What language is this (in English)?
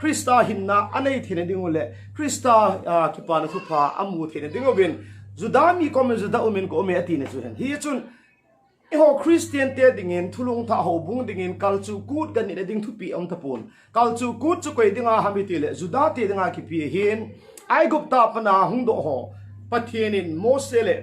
Thado Chin